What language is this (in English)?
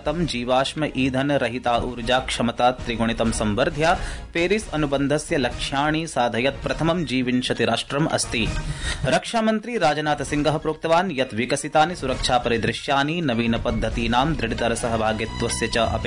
Sanskrit